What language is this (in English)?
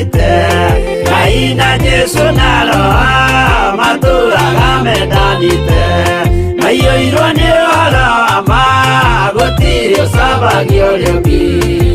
Kikuyu